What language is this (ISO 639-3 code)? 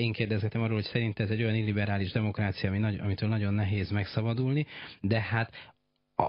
hun